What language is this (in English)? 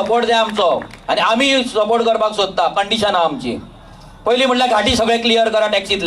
Konkani